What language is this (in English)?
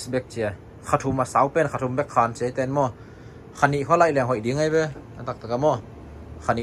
Tedim Chin